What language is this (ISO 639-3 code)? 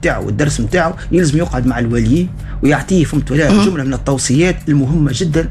aeb